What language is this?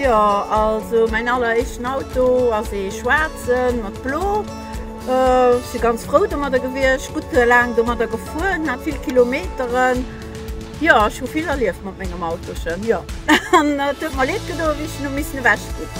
Luxembourgish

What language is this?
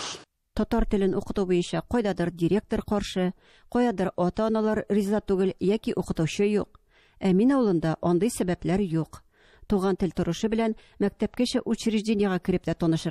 Tatar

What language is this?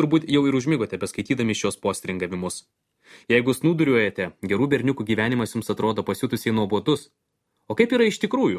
Lithuanian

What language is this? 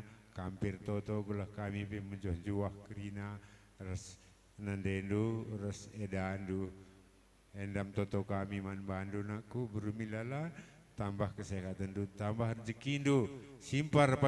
Batak Karo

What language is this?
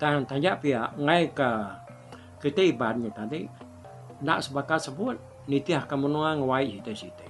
Iban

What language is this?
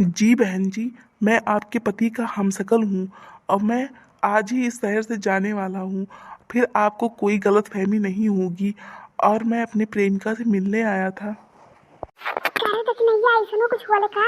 Awadhi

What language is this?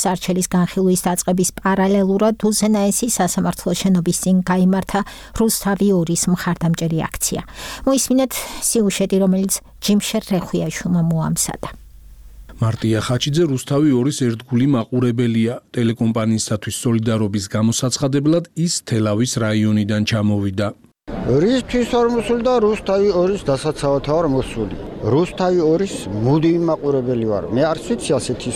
Georgian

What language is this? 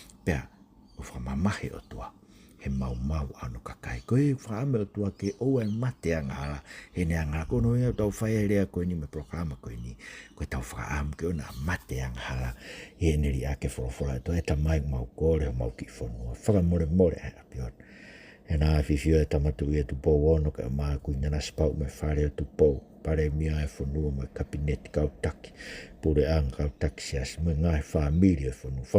Tongan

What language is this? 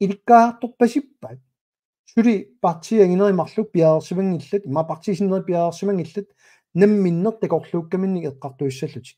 Kalaallisut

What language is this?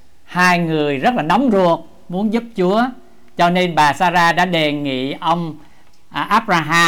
Vietnamese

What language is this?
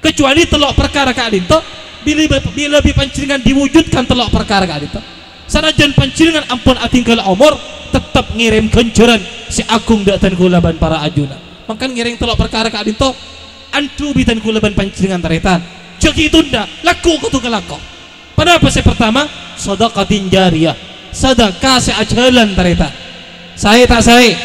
Madurese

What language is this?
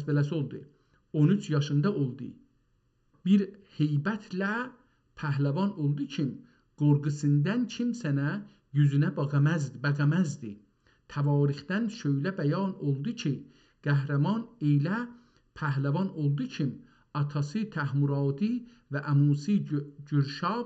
South Azerbaijani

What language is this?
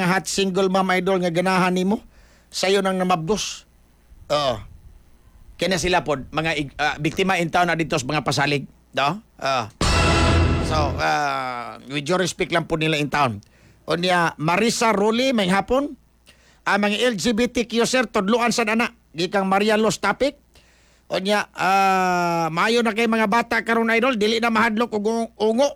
Cebuano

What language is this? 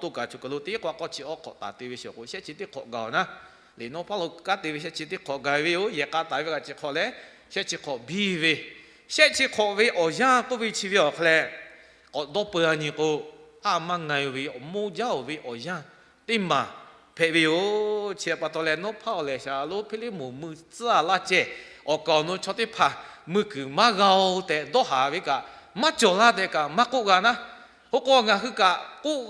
Lahu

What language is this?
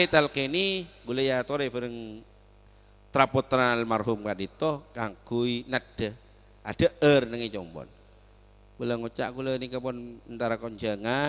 Madurese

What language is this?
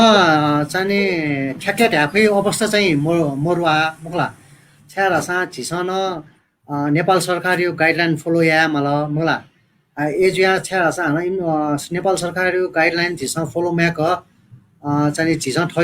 Newari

